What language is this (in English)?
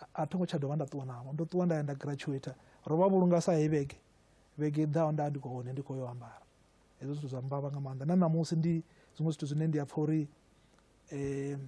Venda